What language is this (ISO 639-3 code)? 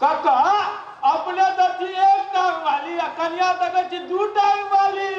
mai